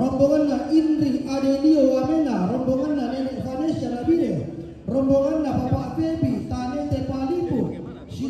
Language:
Toraja-Sa'dan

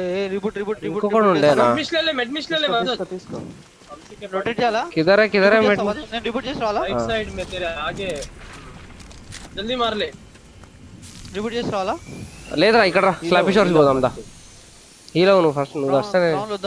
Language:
Telugu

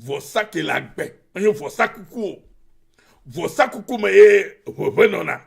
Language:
Ewe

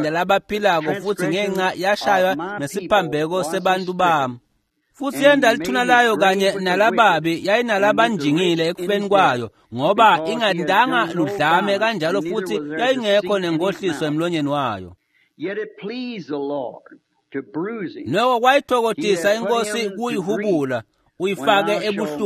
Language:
Swati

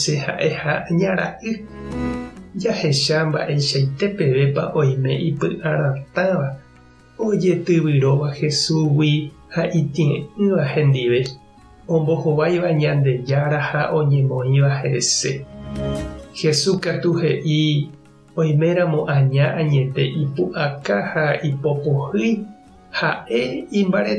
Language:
Guarani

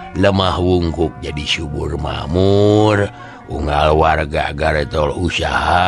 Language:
Sundanese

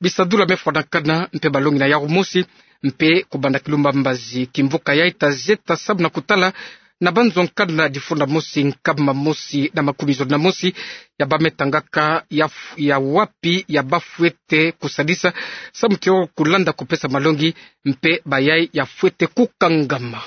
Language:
Kituba (Democratic Republic of Congo)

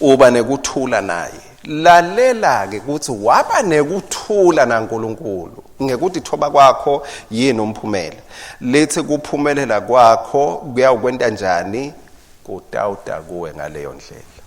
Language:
Swati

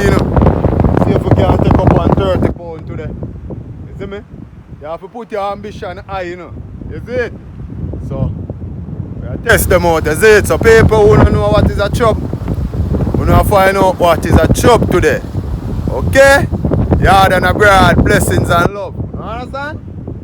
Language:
Jamaican Creole English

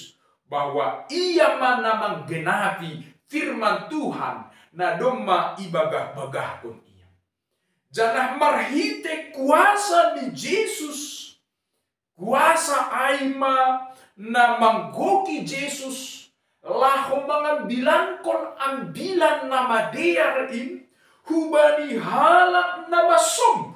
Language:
Batak Simalungun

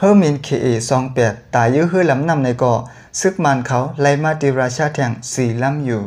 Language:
Shan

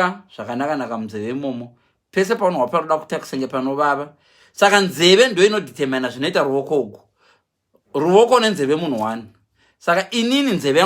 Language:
Shona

